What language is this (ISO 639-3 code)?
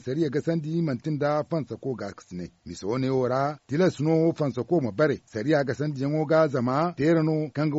dje